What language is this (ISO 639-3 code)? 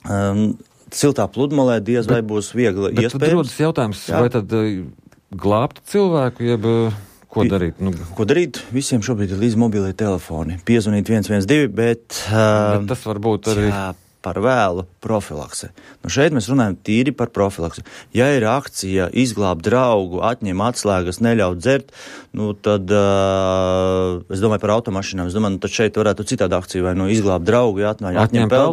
lav